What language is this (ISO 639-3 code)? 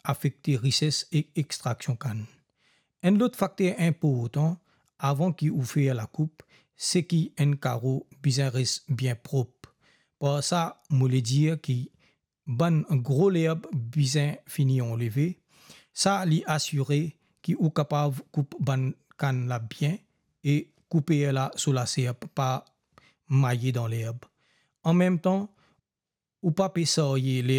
mfe